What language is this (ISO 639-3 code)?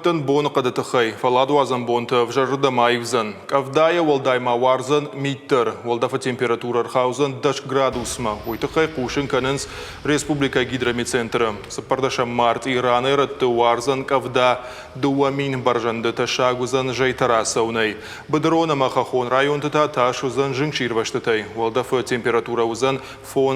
oss